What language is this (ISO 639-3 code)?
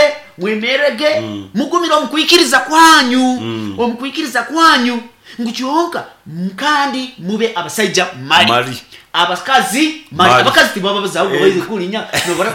nyn